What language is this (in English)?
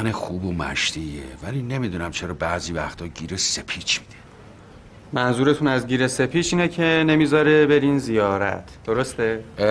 Persian